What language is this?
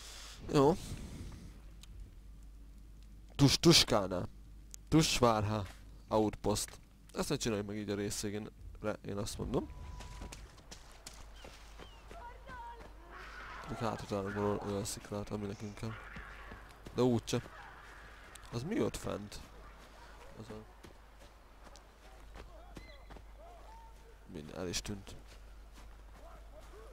Hungarian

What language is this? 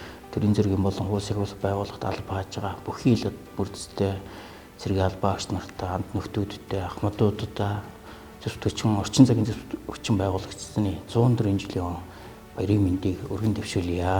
Mongolian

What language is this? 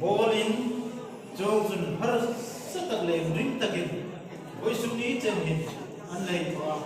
Hmar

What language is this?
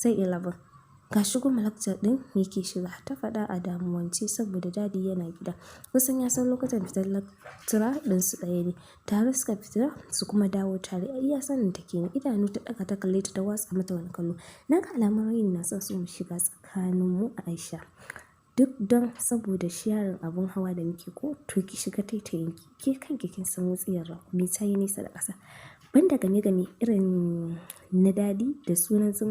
Hausa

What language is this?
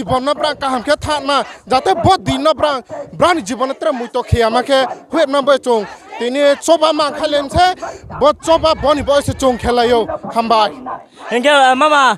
Riang (India)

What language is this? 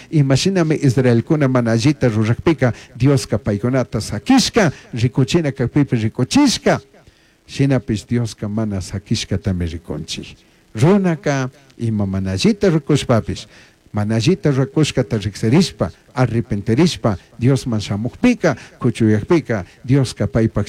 Chimborazo Highland Quichua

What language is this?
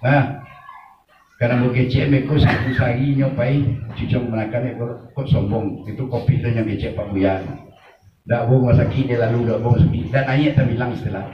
Minangkabau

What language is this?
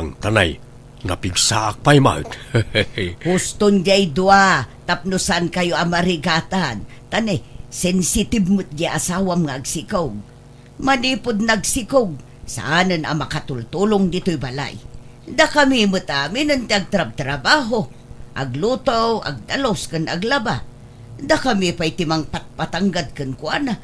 Iloko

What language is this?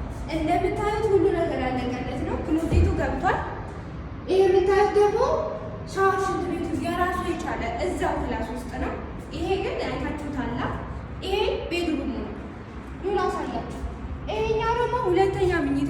Amharic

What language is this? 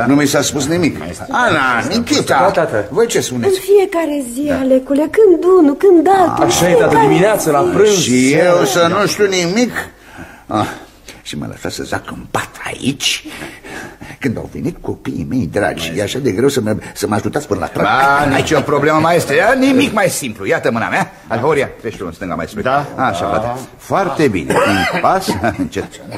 Romanian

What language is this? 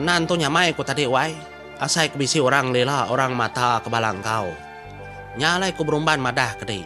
Iban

